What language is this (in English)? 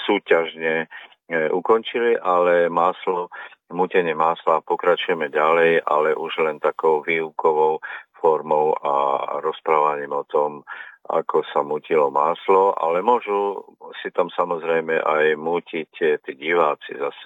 Slovak